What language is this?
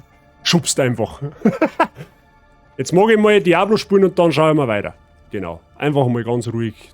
Bavarian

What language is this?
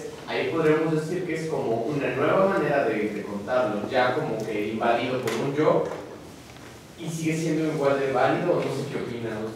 Spanish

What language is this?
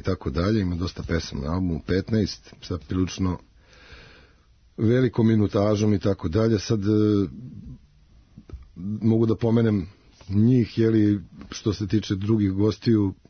Serbian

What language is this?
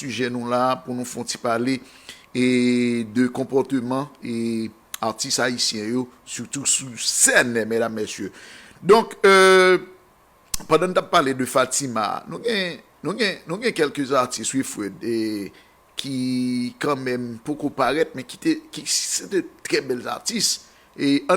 Haitian Creole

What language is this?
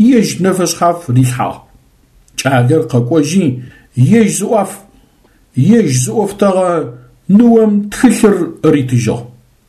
Adyghe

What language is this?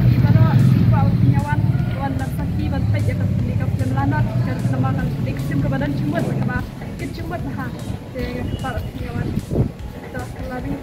Khasi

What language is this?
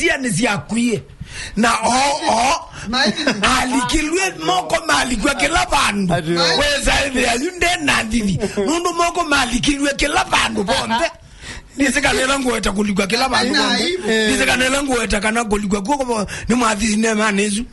Kamba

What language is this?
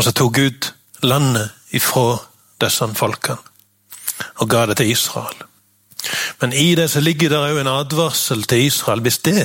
Norwegian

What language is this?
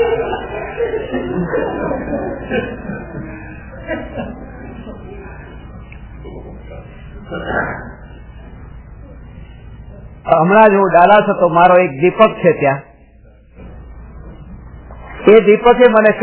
Gujarati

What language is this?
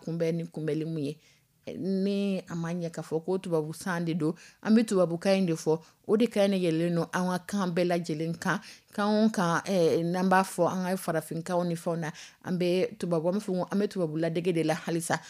Dyula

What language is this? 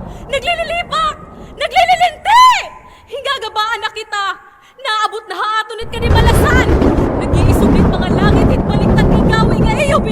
Waray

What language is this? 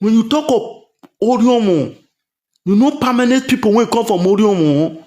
Nigerian Pidgin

